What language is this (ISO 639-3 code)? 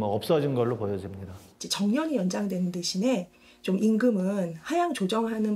kor